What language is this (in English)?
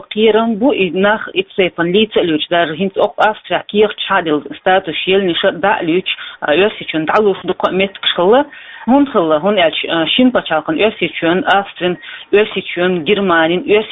Chechen